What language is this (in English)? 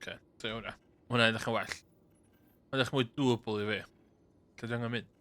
Welsh